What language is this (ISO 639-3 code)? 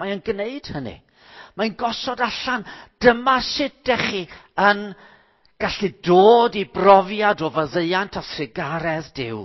cym